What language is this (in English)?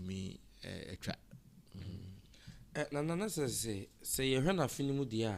Akan